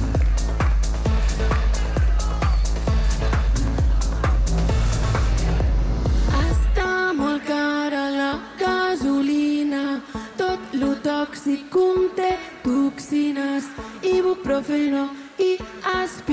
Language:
Catalan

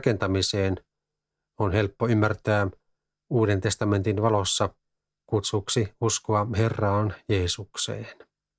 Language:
Finnish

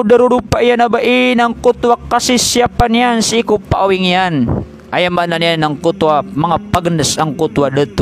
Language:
Maranao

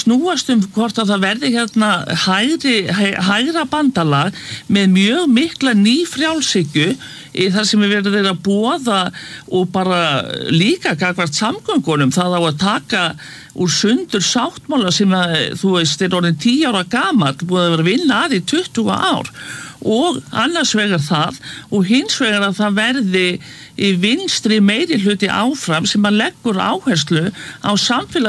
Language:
Icelandic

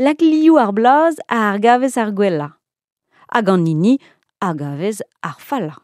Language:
Breton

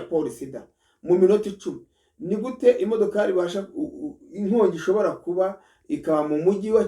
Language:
Kinyarwanda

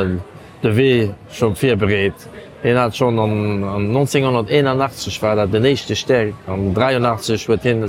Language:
Luxembourgish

